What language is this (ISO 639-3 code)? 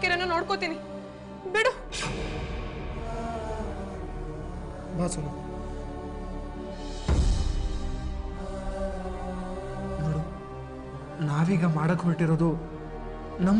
kan